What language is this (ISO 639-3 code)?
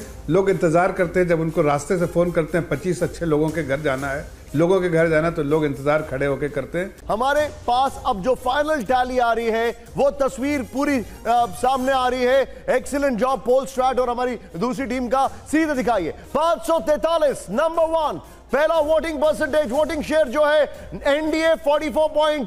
hin